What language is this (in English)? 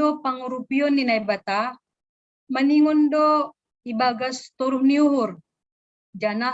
Batak Simalungun